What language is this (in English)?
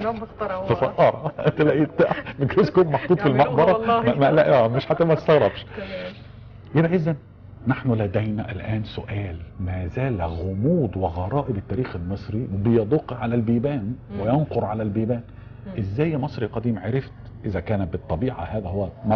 Egyptian Arabic